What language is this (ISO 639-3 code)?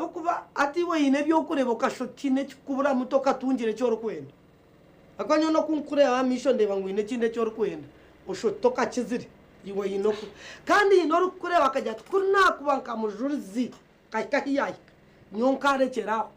nyn